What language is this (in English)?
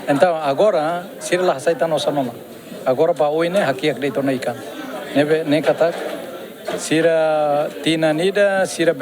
Tetum